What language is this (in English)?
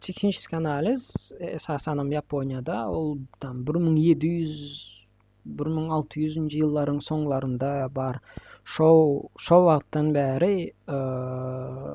Turkmen